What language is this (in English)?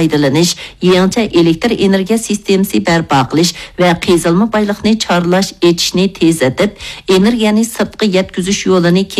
Uyghur